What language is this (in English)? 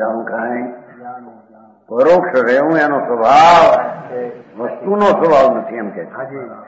Gujarati